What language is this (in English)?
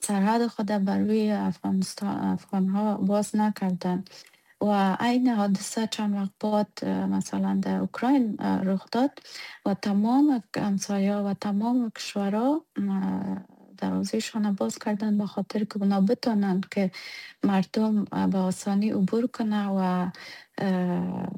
Persian